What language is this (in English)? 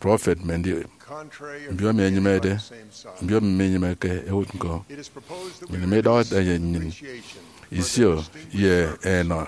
Efik